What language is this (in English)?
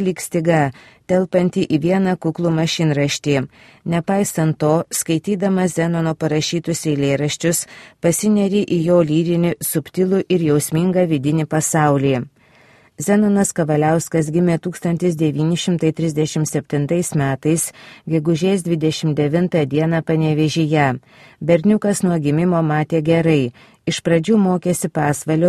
Lithuanian